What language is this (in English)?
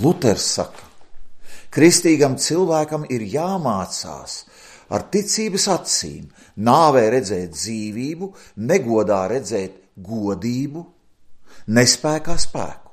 Latvian